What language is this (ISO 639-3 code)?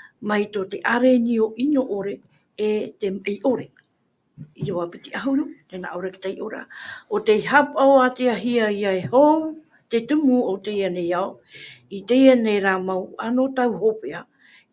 tah